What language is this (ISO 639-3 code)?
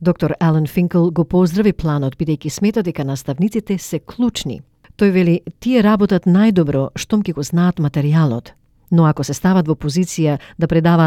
mkd